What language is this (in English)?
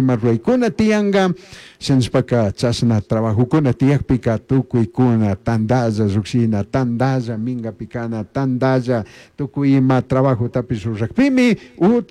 Chimborazo Highland Quichua